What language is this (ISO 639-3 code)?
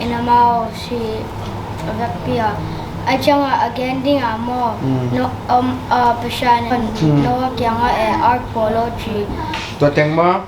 ctd